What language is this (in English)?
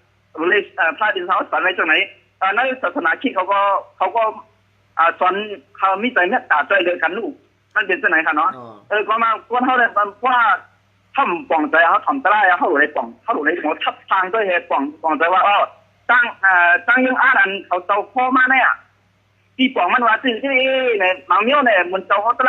Shan